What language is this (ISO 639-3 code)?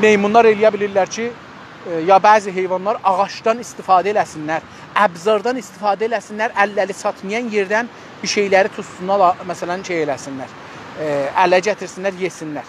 azb